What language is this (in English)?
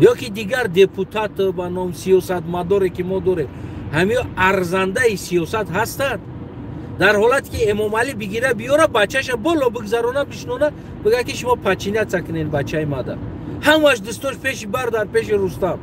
Tajik